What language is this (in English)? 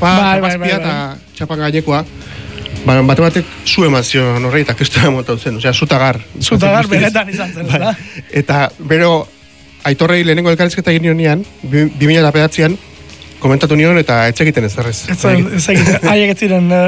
Basque